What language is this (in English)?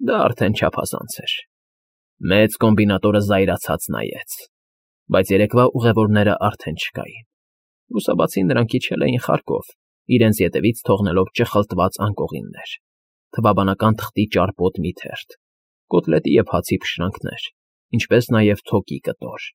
Armenian